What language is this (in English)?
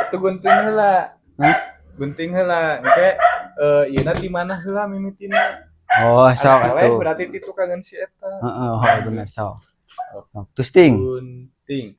Sundanese